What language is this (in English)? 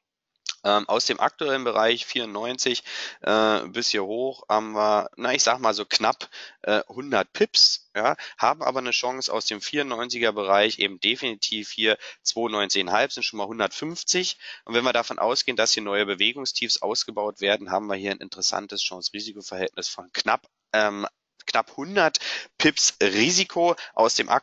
German